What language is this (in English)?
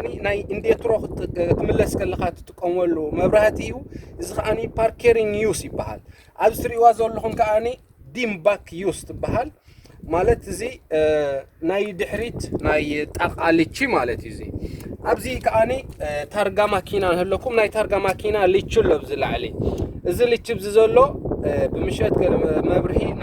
Tigrinya